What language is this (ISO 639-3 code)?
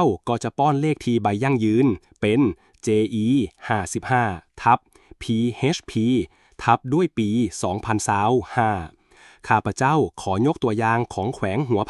lao